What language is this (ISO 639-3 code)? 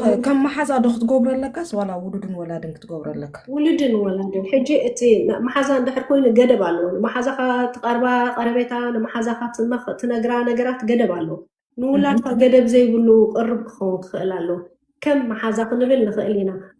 tir